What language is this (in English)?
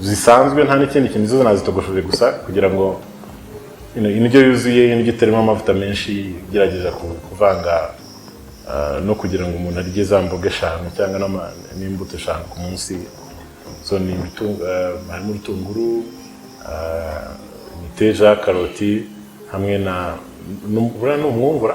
Kinyarwanda